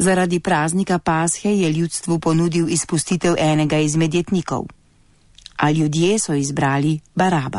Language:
Slovenian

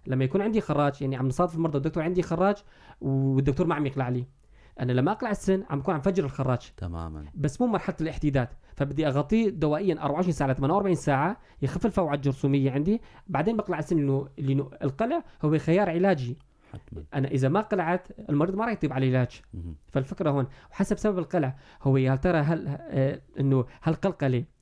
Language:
North Levantine Arabic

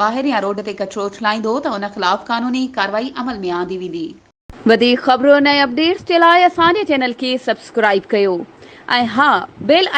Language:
Sindhi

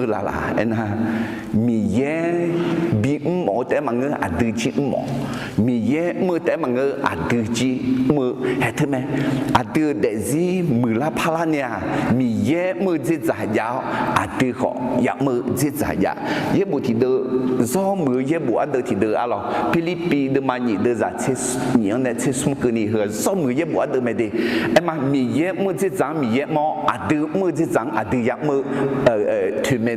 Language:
Akha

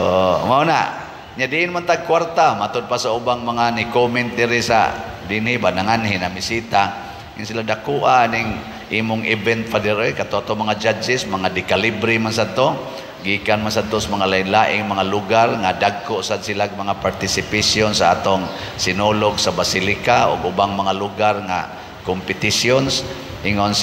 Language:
Cebuano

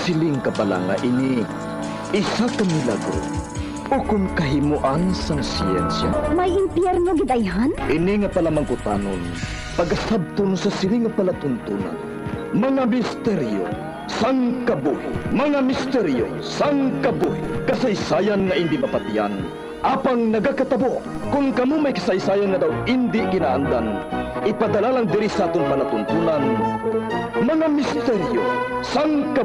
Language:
Hiligaynon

